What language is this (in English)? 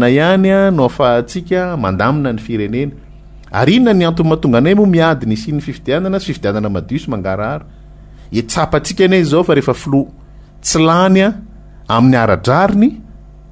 Malagasy